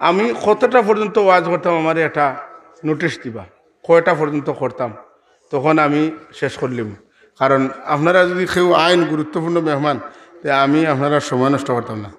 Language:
Sylheti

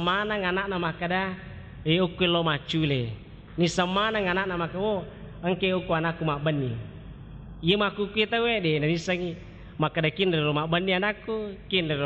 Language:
Buginese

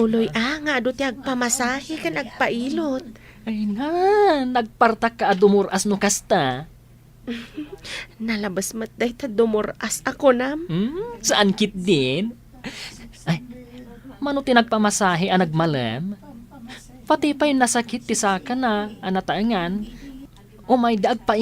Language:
Iloko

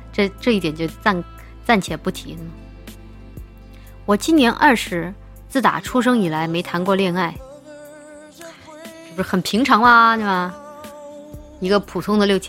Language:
Chinese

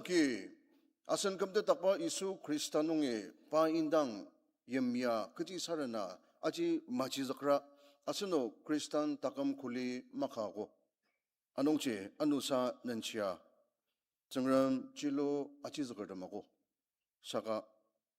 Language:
Ao Naga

